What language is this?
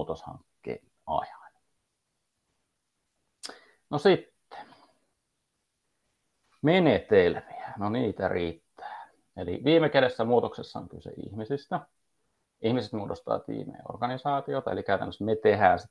Finnish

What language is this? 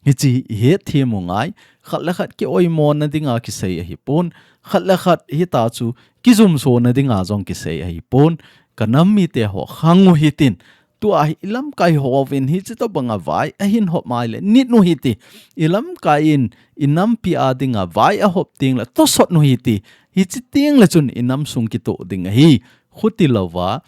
Thado Chin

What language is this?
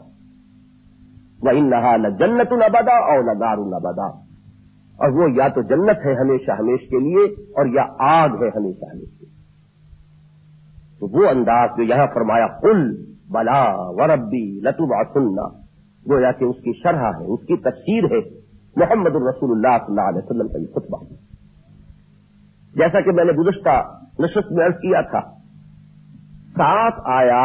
Urdu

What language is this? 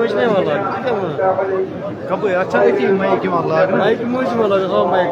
Kashmiri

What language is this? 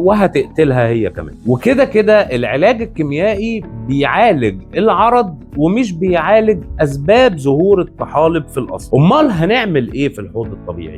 Egyptian Arabic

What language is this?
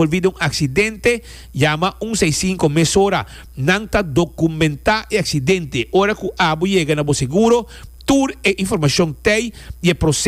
Papiamento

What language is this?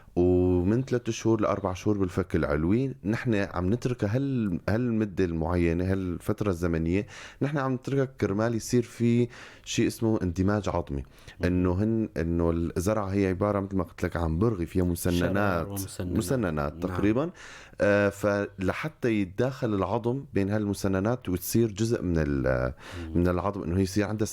North Levantine Arabic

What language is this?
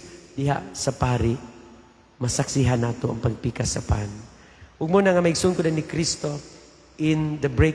Cebuano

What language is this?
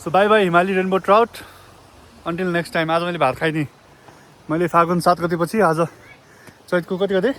Nepali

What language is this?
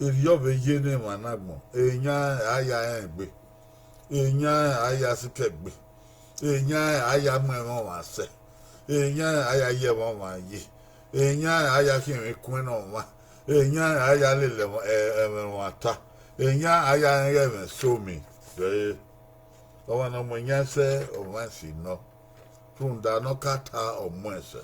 Bini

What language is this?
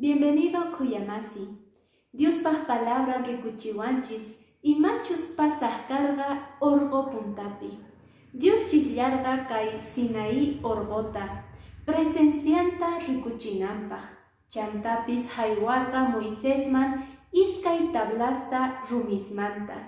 Quechua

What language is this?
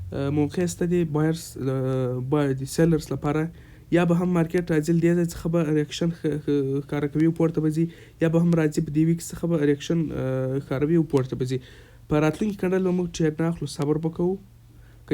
Pashto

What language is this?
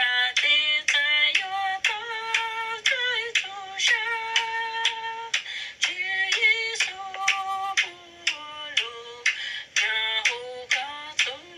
Hmong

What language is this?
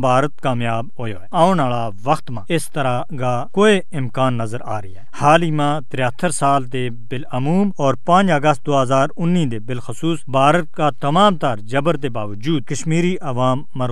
Gujari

